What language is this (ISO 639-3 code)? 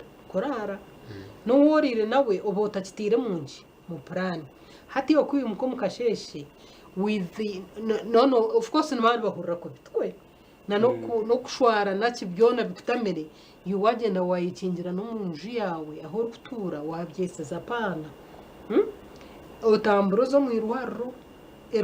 nyn